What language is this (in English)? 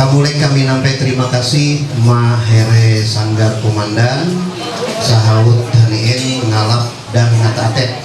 Ma'anyan